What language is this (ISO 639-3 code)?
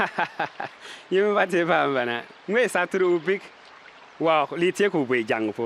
bim